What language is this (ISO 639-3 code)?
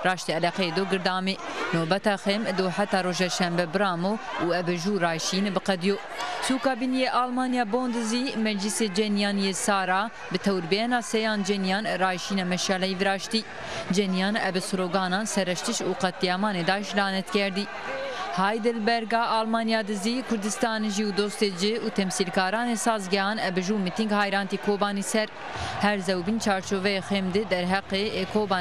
zza